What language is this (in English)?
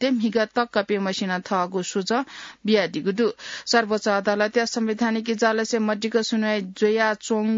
Newari